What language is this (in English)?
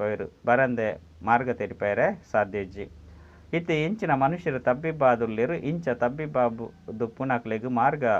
Tulu